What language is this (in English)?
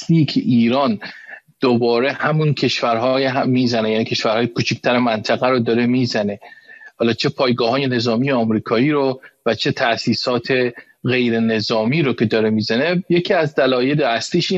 Persian